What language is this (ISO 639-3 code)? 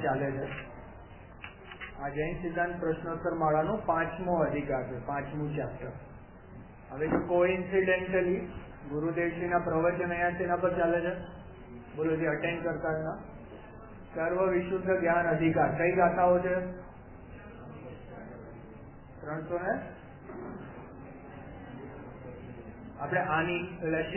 guj